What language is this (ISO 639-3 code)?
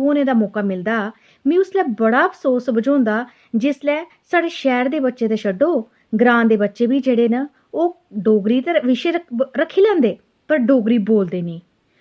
doi